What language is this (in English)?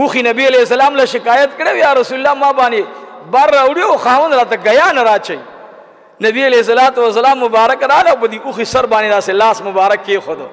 Pashto